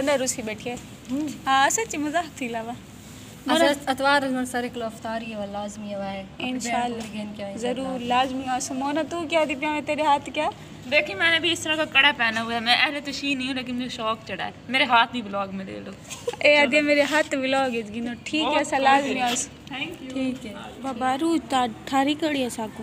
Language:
Saraiki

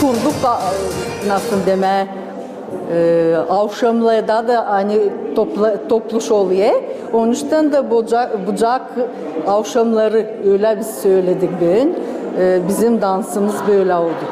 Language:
Gagauz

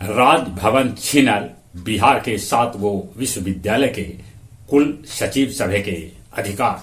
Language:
Magahi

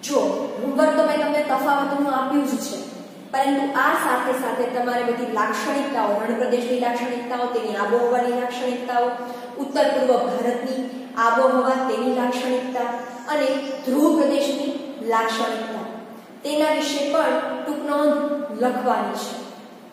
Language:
Gujarati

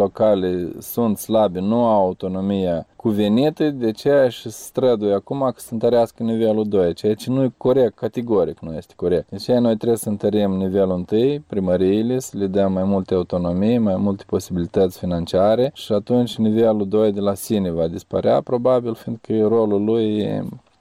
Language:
Romanian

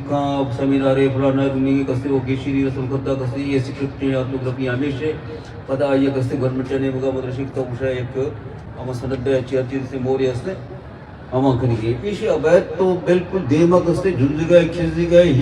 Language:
Eastern Balochi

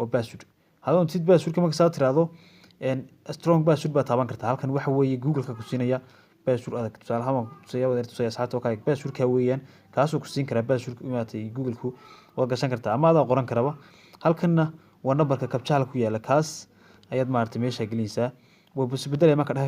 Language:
Somali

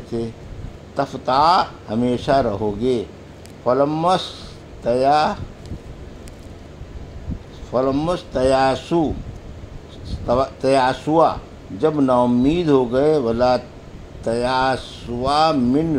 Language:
Urdu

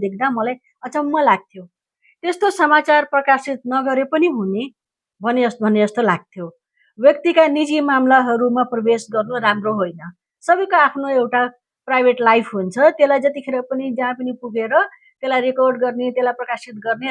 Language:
Nepali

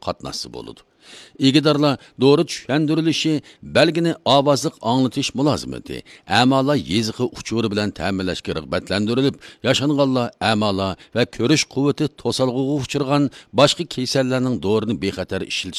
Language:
Uyghur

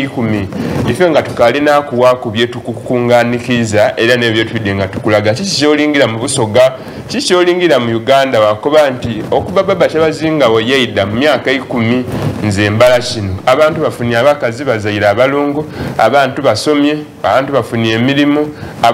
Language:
Soga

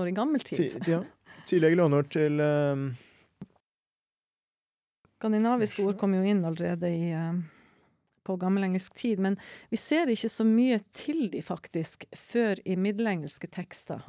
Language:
Norwegian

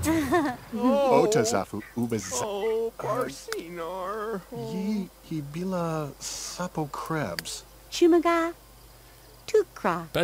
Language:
Bavarian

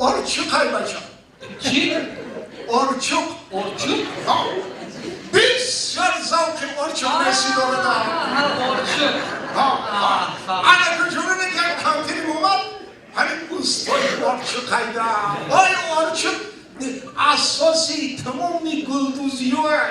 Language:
Tajik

